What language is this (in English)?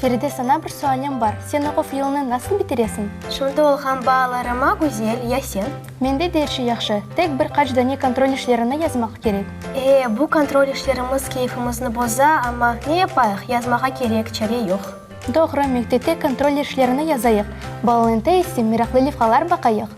Crimean Tatar